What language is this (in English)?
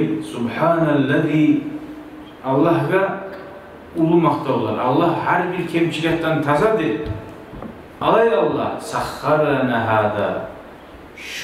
Kumyk